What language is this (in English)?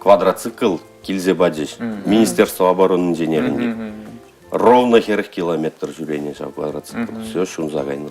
Chuvash